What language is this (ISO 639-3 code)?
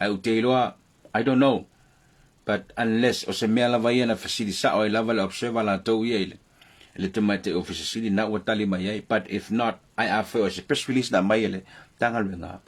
smo